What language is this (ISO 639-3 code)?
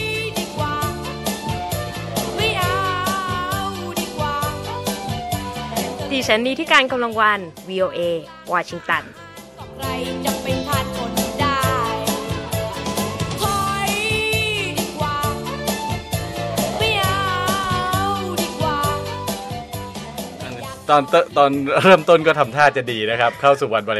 tha